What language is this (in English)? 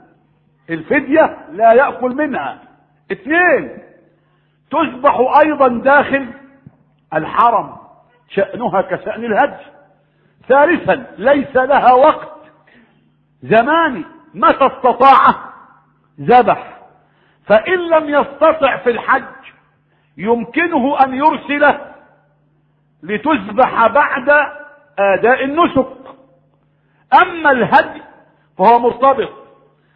Arabic